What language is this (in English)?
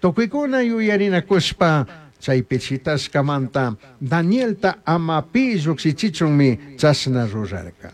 Chimborazo Highland Quichua